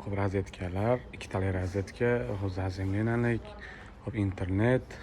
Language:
Uzbek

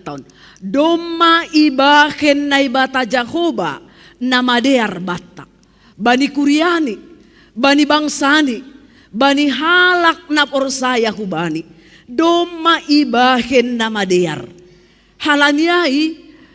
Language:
Batak Simalungun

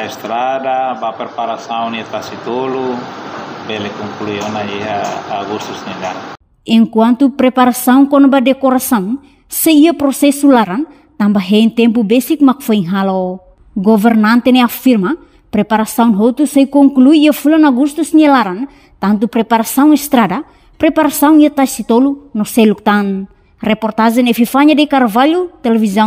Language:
Tetum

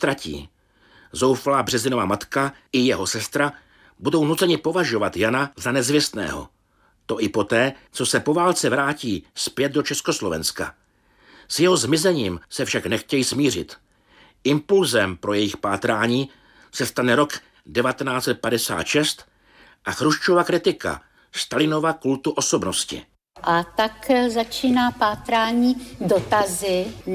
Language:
Czech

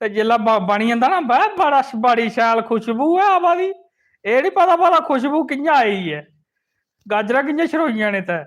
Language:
Dogri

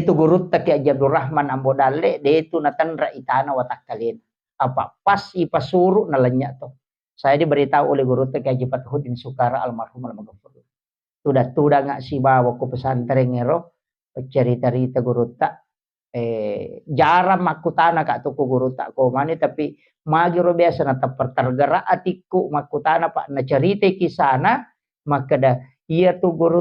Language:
Buginese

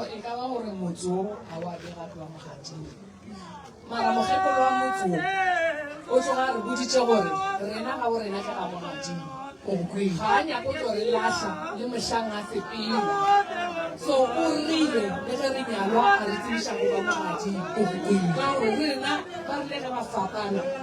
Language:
Northern Sotho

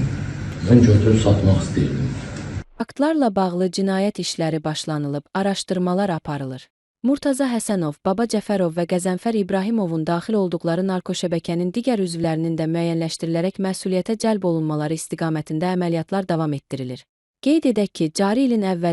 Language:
Azerbaijani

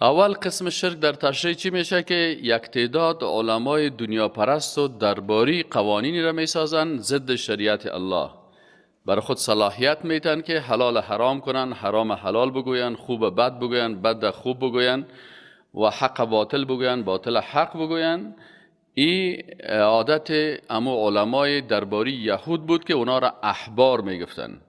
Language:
Persian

